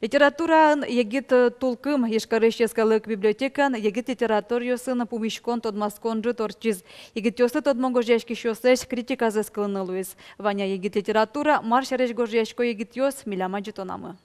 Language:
Udmurt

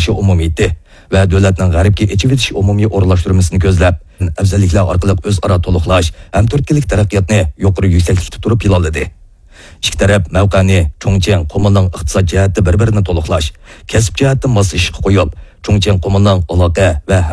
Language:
Uyghur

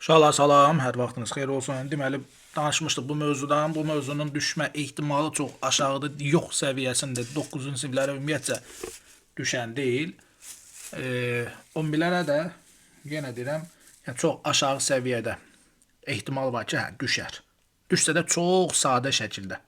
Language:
Azerbaijani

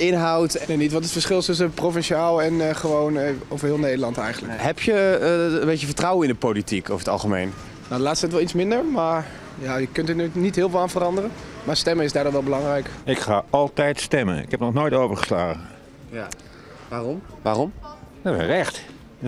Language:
Dutch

